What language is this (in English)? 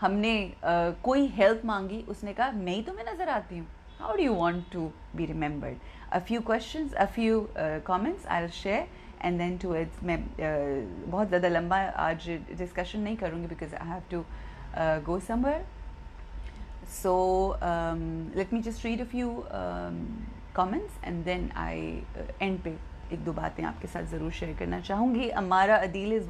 Urdu